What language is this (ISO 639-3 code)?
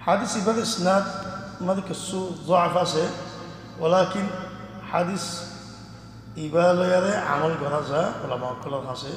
rhg